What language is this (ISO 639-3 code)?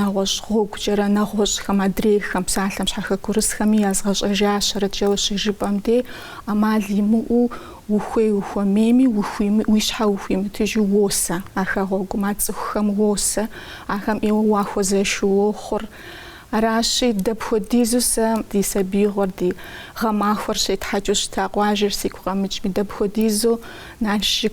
kbd